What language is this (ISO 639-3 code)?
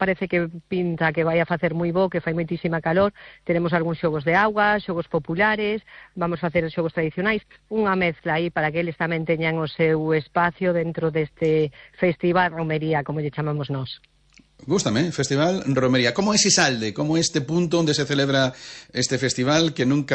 glg